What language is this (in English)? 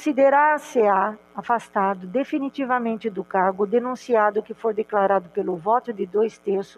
Portuguese